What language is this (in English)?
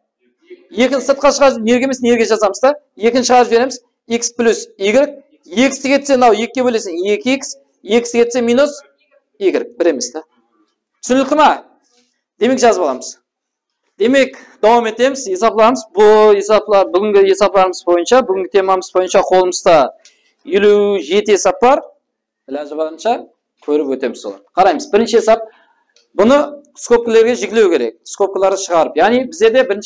Kara-Kalpak